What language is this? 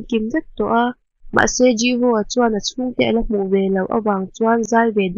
Mizo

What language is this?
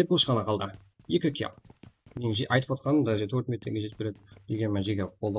Kara-Kalpak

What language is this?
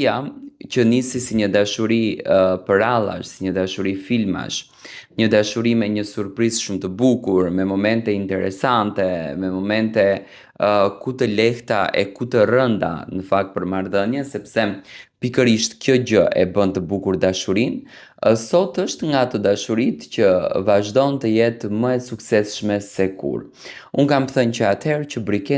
Albanian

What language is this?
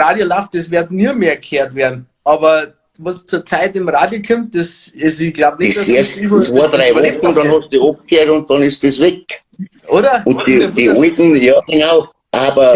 Bavarian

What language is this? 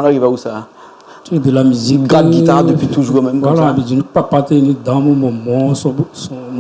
Réunion Creole French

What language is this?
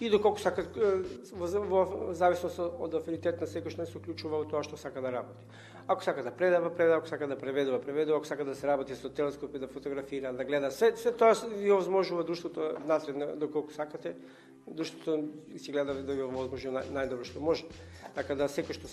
Macedonian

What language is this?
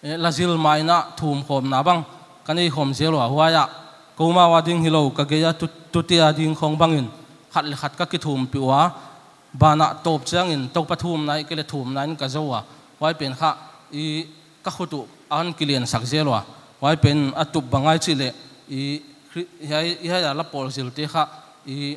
Paite Chin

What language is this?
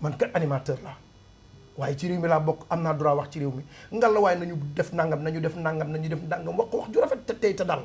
Wolof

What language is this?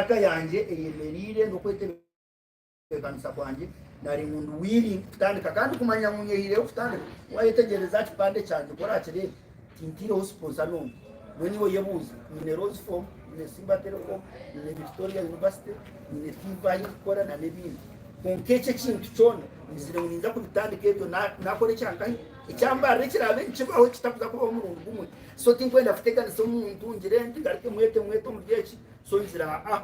Nyankole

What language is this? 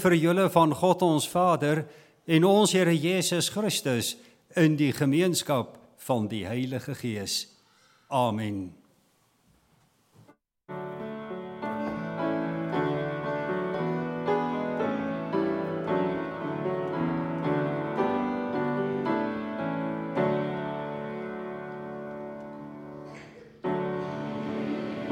Afrikaans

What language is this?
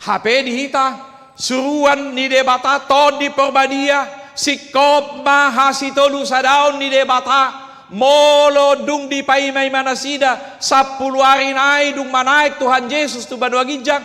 Batak Toba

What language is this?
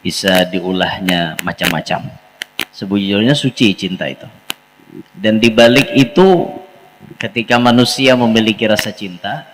Banjar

